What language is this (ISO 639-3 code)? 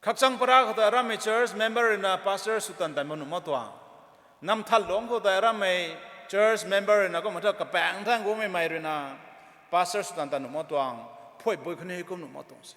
nbu